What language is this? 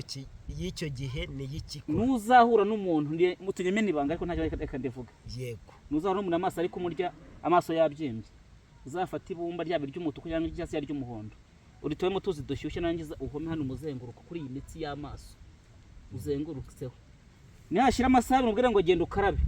Kinyarwanda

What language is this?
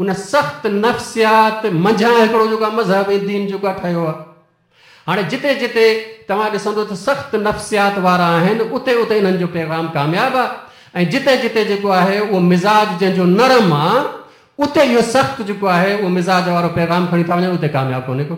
Sindhi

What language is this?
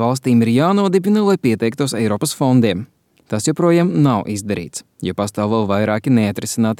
Latvian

